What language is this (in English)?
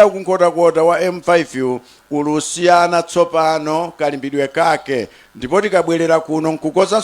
Nyanja